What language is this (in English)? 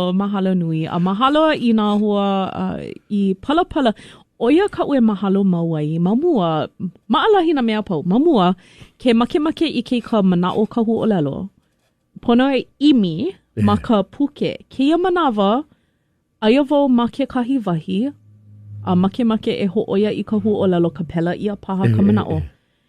Hawaiian